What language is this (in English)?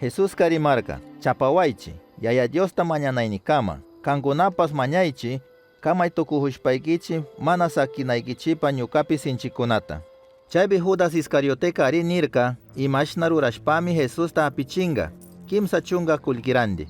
Chimborazo Highland Quichua